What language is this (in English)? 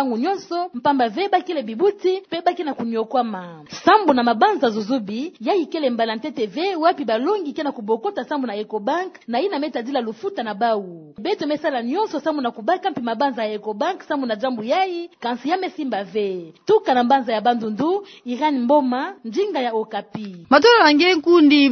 Kituba (Democratic Republic of Congo)